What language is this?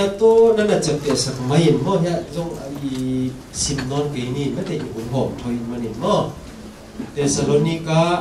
Tedim Chin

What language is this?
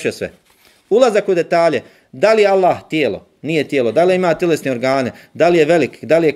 Bosnian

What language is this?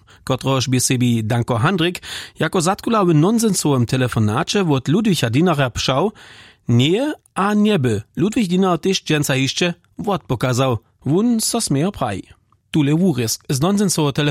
Upper Sorbian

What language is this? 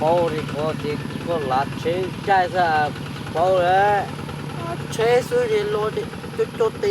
Hmong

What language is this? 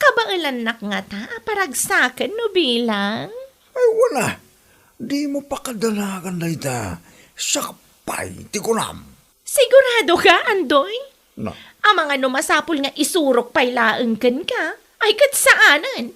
Iloko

